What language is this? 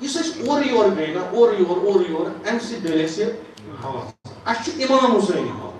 Kashmiri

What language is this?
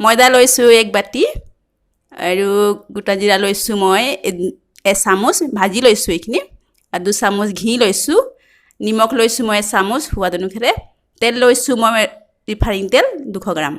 Assamese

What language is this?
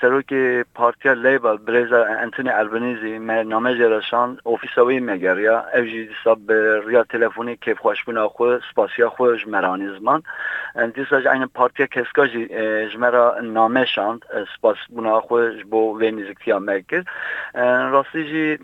Kurdish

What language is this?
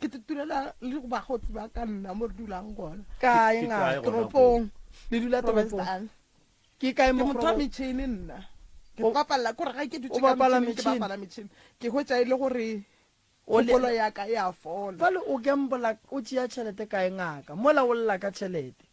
Northern Sotho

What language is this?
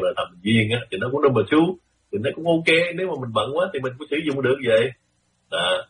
Vietnamese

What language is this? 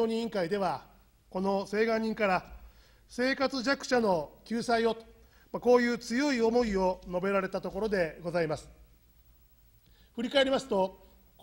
Japanese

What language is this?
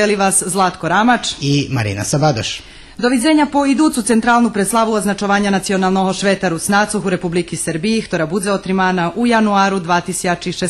Rusyn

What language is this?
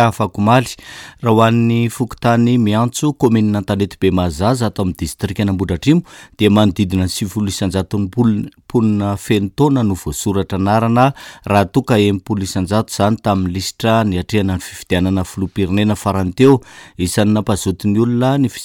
Malagasy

